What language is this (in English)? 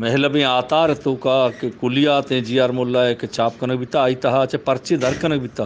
Eastern Balochi